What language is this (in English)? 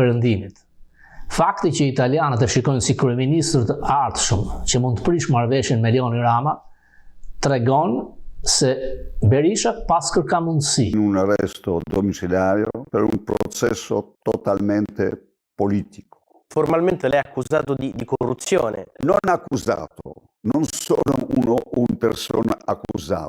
Albanian